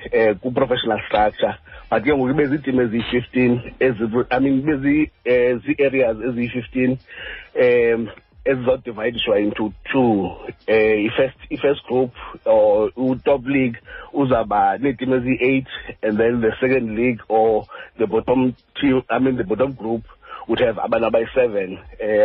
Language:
Xhosa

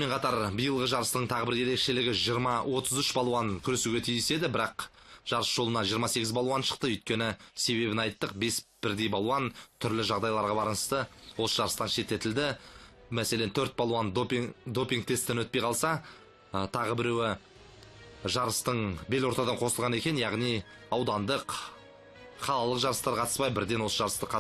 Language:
Kazakh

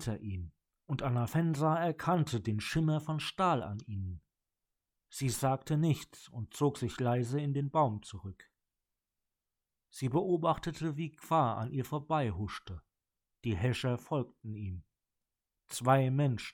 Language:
German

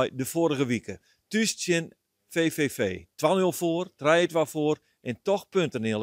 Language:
Western Frisian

